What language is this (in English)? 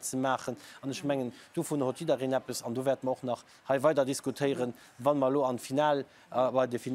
Luxembourgish